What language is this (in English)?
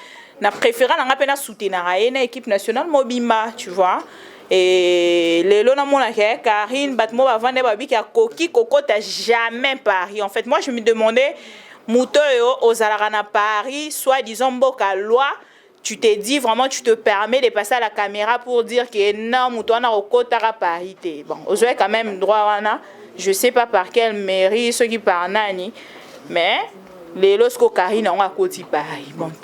Lingala